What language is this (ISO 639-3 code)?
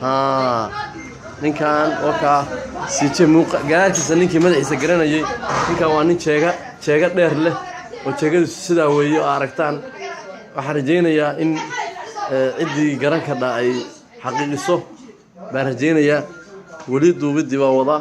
som